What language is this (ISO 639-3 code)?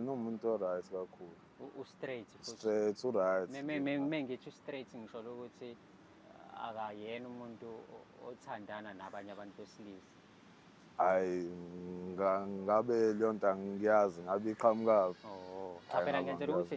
zul